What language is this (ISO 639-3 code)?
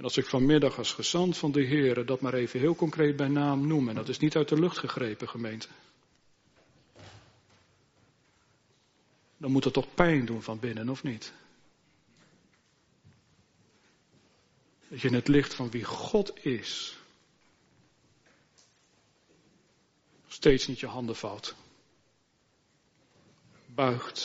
nld